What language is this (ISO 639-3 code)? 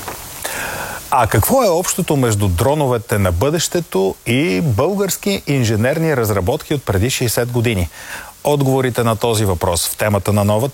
bul